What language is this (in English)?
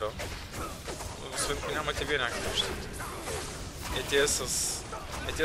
Bulgarian